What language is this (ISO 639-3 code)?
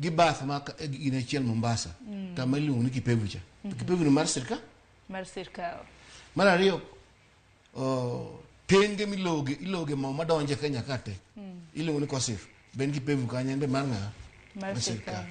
luo